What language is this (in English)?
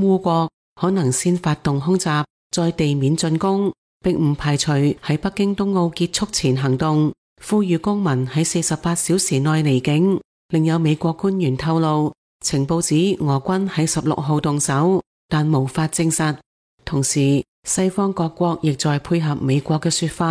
Cantonese